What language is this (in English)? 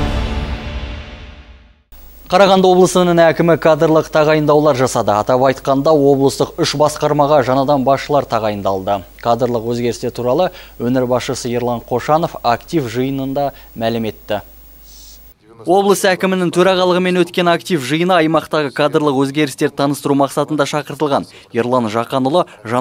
Kazakh